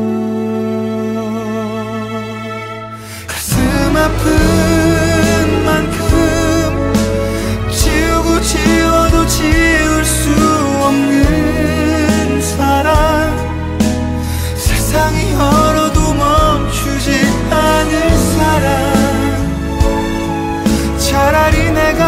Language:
Korean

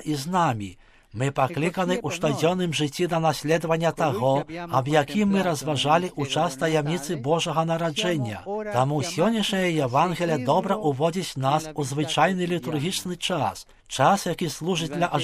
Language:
Belarusian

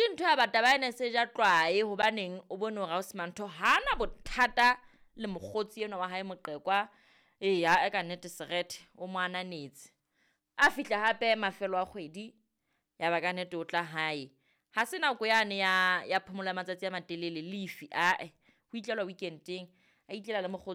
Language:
Southern Sotho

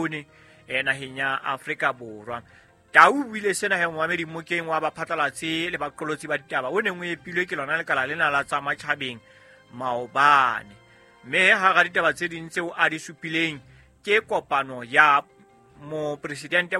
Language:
Southern Sotho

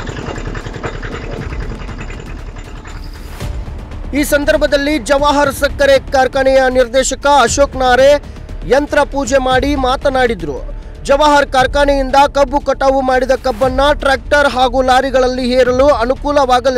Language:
Kannada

